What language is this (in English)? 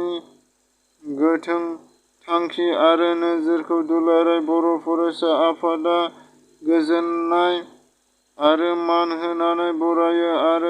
Bodo